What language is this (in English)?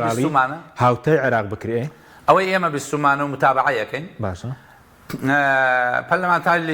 Central Kurdish